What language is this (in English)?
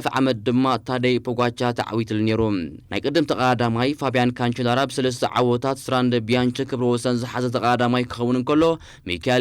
Tigrinya